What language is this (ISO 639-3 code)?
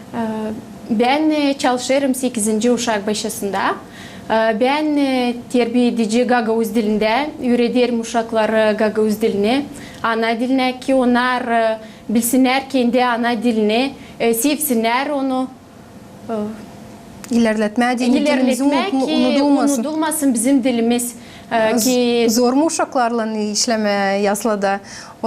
gag